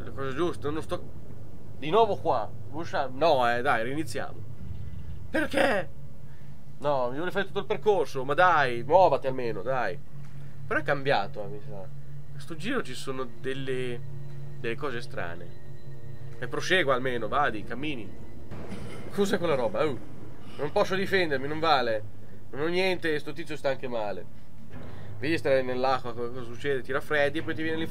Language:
Italian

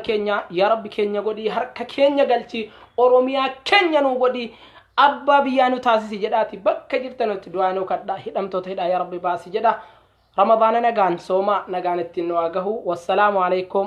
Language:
Oromo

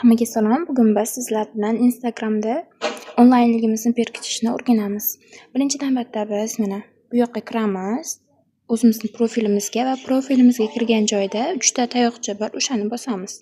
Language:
Uzbek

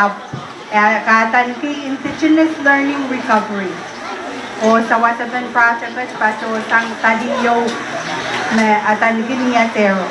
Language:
Pohnpeian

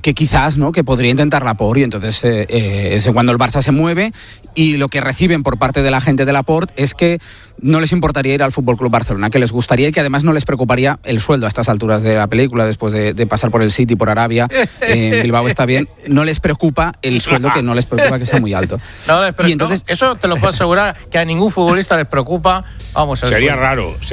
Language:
Spanish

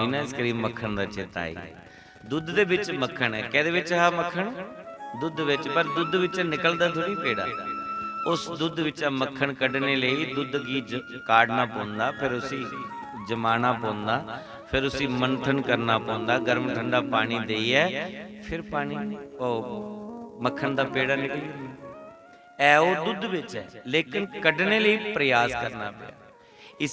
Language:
Dogri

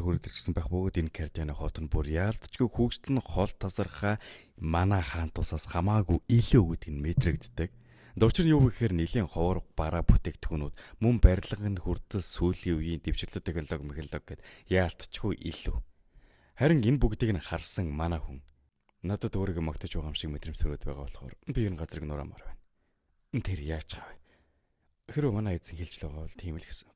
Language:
Mongolian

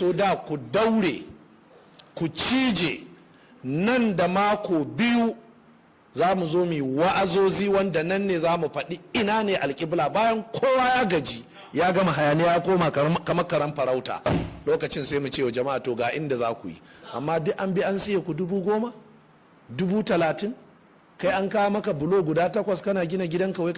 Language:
Hausa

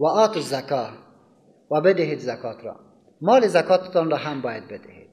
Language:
Persian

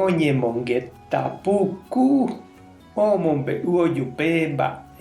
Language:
Guarani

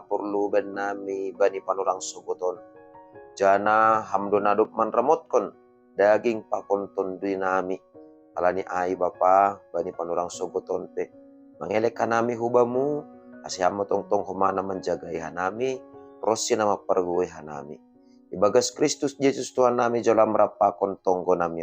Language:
Batak Simalungun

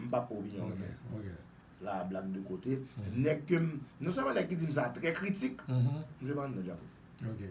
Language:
Haitian Creole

